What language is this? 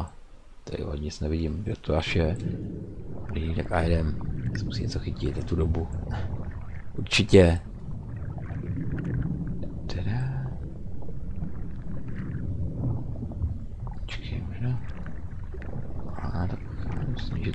Czech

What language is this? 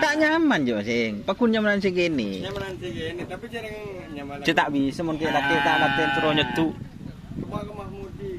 Madurese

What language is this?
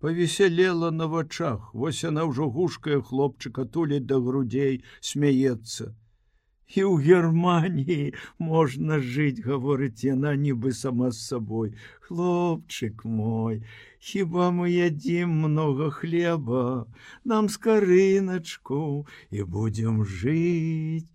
Belarusian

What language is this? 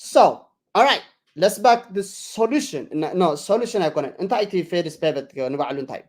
Tigrinya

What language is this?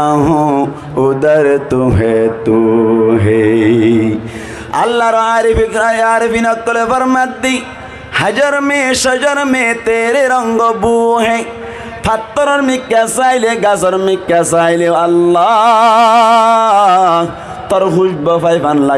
Rohingya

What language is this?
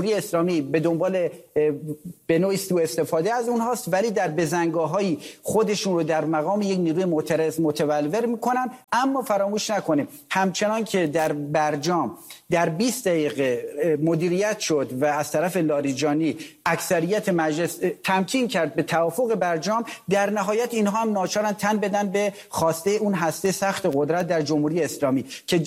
Persian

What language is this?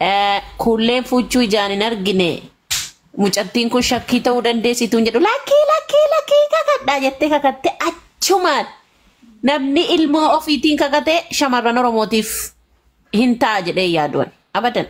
Oromo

